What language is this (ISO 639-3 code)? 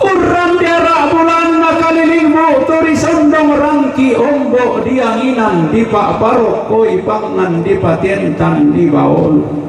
sda